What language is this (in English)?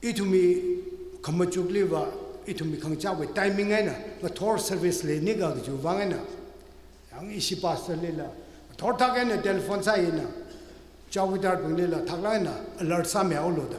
Tangkhul Naga (India)